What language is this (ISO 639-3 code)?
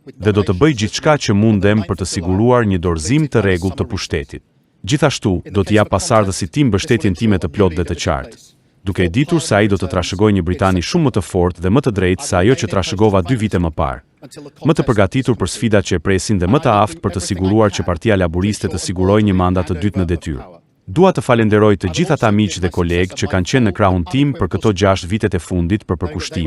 sqi